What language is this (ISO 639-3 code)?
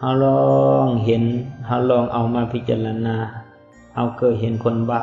lao